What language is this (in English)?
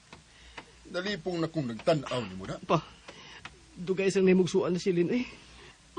Cebuano